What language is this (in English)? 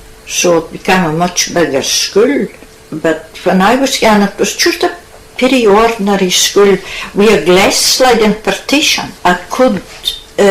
Scots